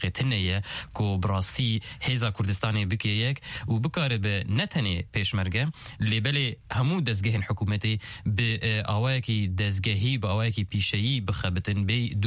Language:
Kurdish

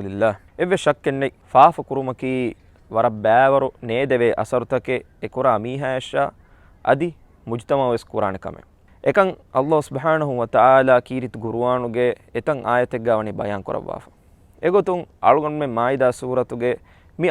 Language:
Divehi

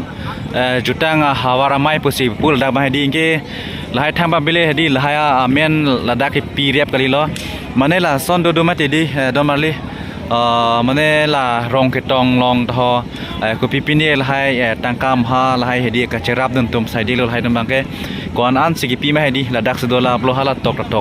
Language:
Karbi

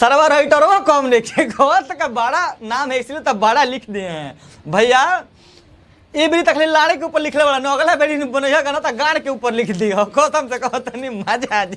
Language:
Bhojpuri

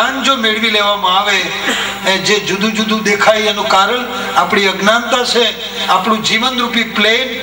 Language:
Gujarati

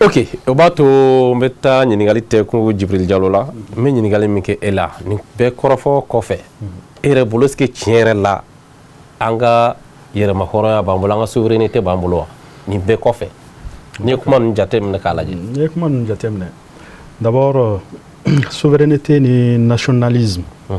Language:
Bambara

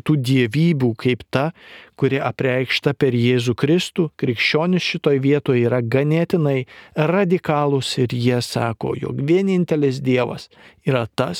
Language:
Lithuanian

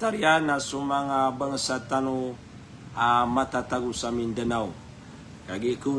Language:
Maranao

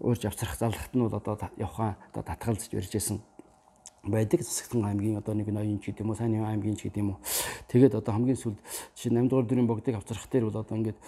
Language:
Mongolian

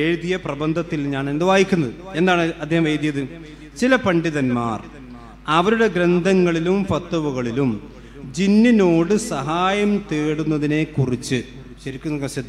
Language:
Malayalam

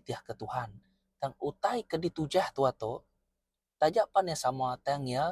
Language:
Iban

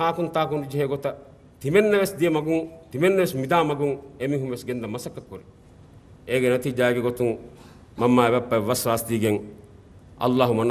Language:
Divehi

